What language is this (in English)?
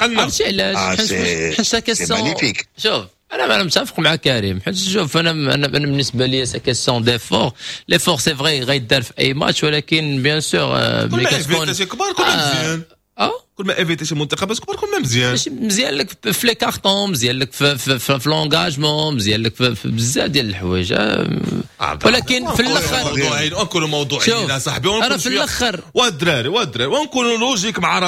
Moroccan Arabic